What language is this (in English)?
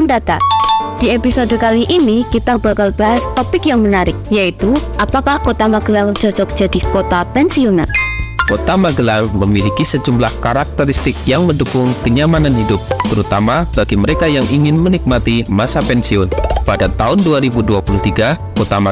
Indonesian